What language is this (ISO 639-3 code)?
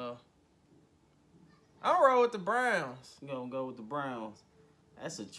eng